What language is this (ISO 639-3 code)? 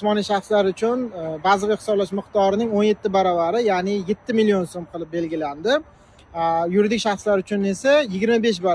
uzb